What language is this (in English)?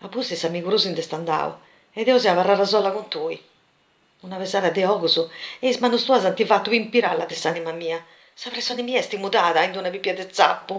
Sardinian